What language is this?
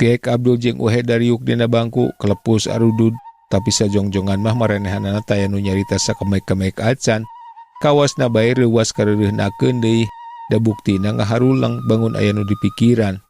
Sundanese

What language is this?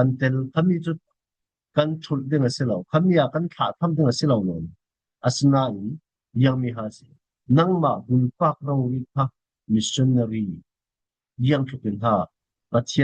Falam Chin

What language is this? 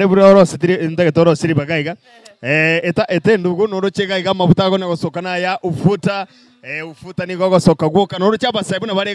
Gusii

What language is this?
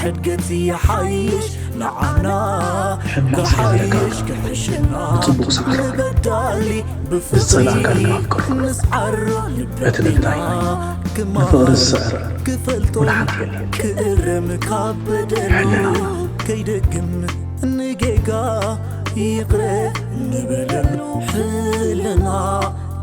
Tigrinya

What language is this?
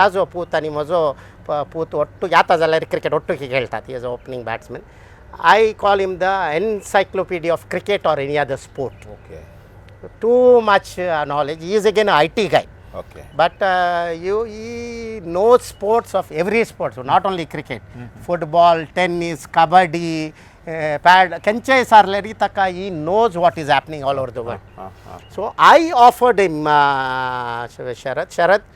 Konkani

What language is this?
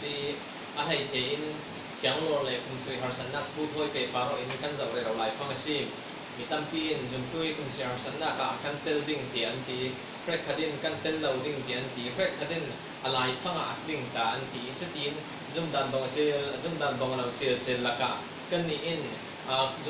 Falam Chin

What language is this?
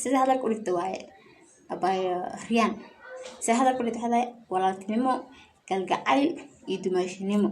Somali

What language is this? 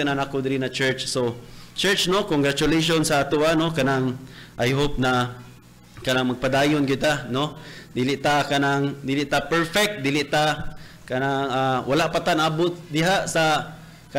Cebuano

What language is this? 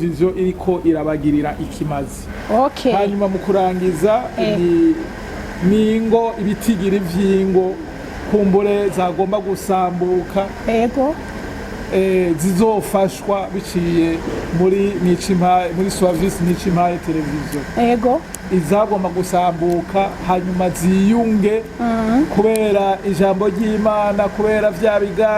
Rundi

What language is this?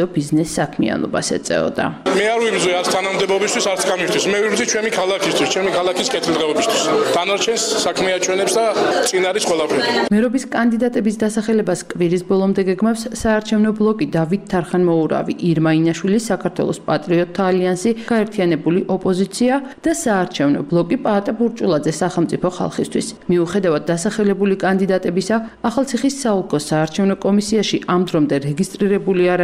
Georgian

